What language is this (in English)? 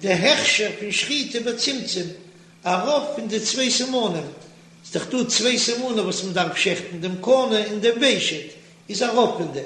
Yiddish